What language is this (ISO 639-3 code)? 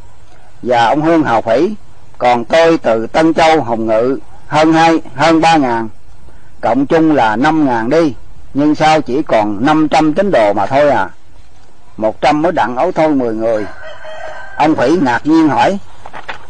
vie